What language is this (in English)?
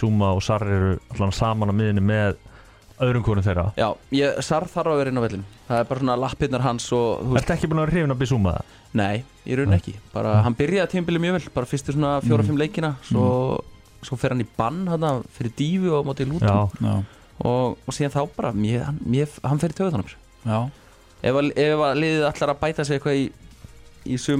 Icelandic